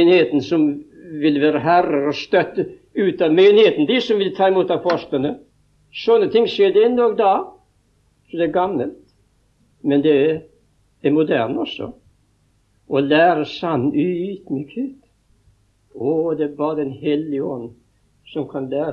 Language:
Norwegian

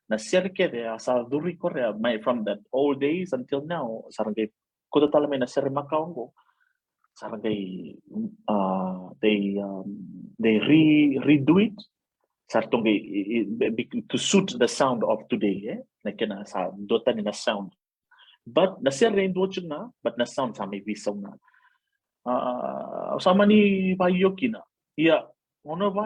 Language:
Fijian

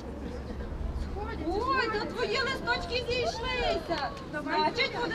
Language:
Ukrainian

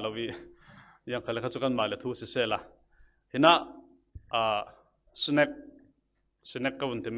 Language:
Falam Chin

